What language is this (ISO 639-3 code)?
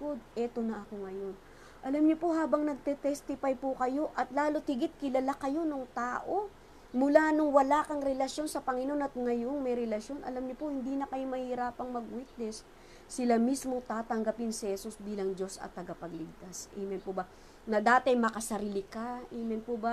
fil